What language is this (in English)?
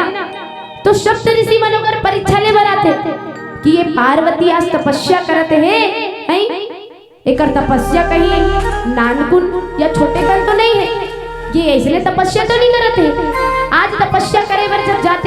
Chhattisgarhi